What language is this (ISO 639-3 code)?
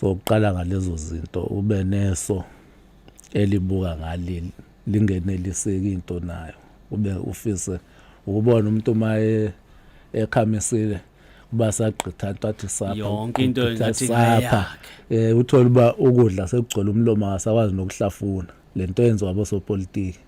zul